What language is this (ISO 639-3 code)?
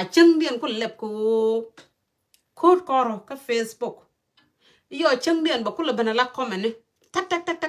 nus